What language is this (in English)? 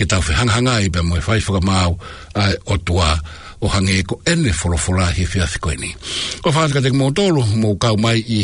Tongan